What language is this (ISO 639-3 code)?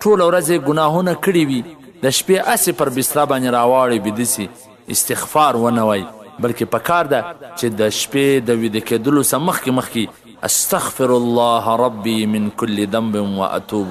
pus